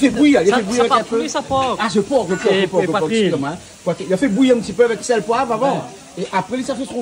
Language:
Réunion Creole French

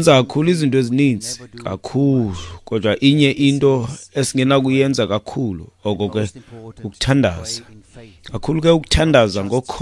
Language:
Xhosa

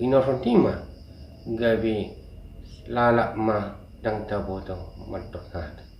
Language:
Batak Toba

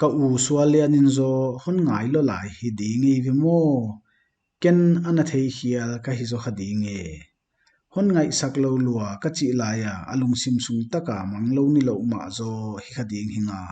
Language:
Paite Chin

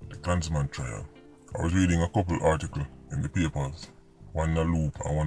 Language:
Jamaican Creole English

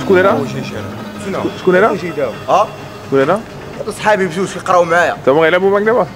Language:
Moroccan Arabic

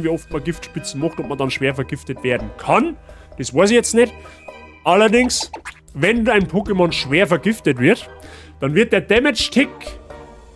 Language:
Bavarian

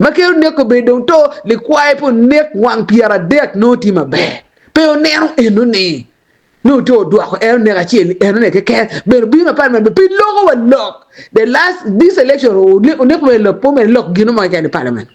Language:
Acoli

